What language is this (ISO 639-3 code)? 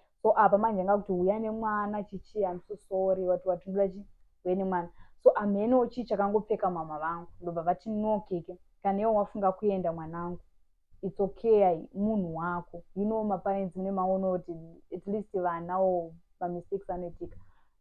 sna